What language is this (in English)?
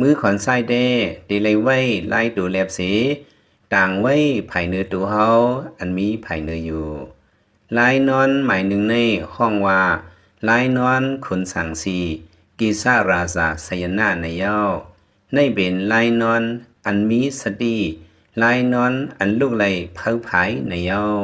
Lao